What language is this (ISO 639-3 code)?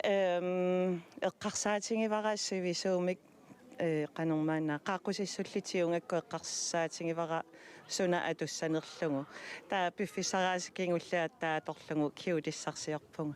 kal